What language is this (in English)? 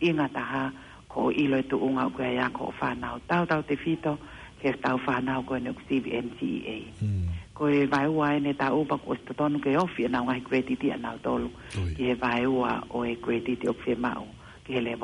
Tongan